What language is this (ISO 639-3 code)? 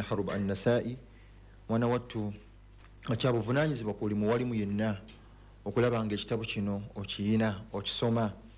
lug